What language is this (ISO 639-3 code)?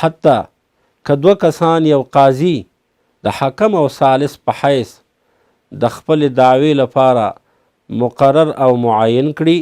pus